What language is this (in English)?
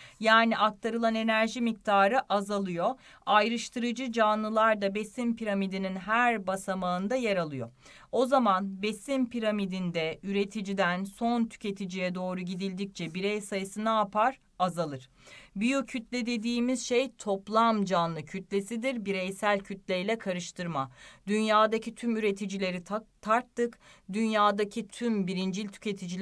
Turkish